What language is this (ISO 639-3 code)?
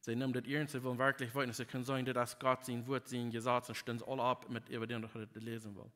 pdt